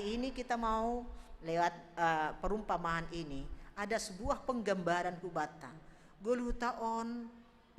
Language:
Batak Simalungun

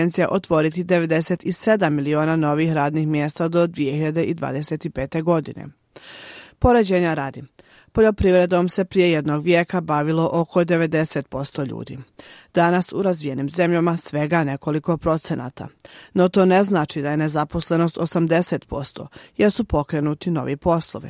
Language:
Bosnian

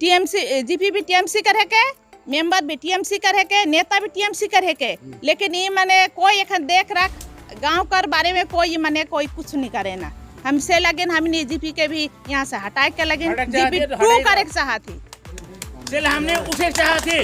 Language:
Sadri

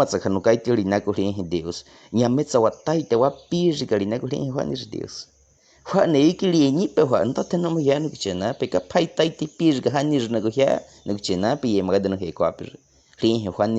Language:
Baniwa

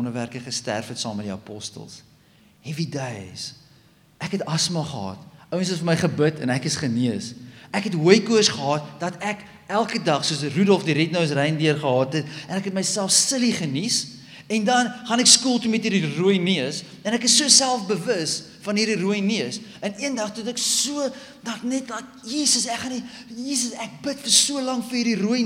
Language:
Afrikaans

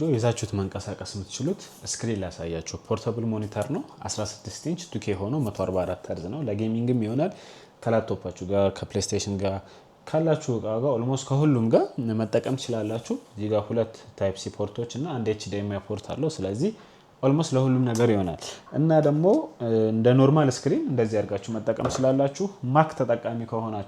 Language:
Amharic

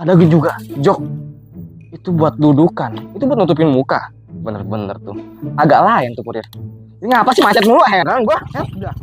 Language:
Betawi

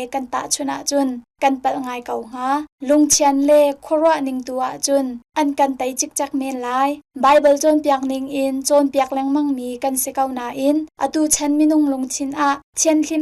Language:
Hakha Chin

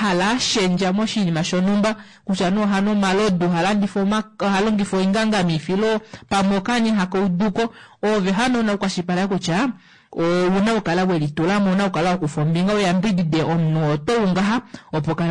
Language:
Kuanyama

